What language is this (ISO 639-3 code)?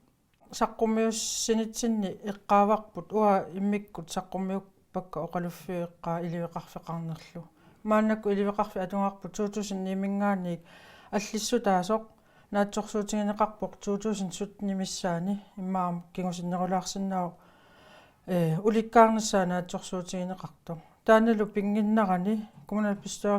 kal